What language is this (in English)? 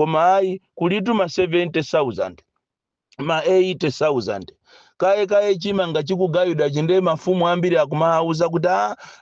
Nyanja